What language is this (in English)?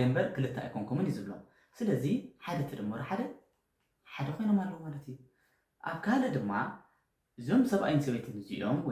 Tigrinya